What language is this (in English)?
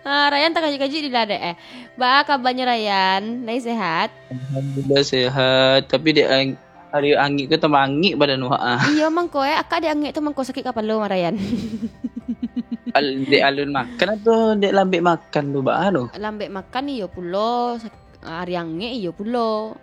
Minangkabau